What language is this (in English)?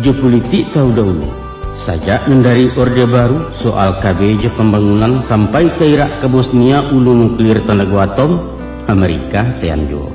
Minangkabau